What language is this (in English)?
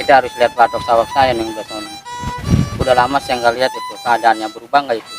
Betawi